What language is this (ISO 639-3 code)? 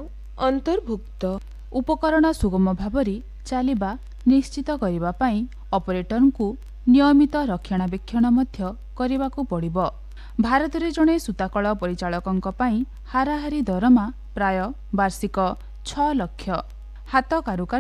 ori